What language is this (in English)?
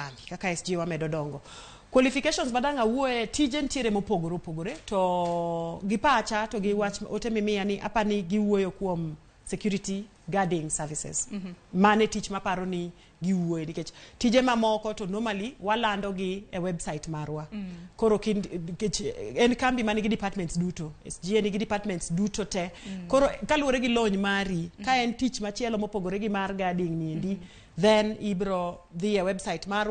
Luo (Kenya and Tanzania)